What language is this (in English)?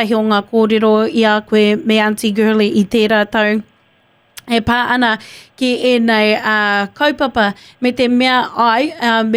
Māori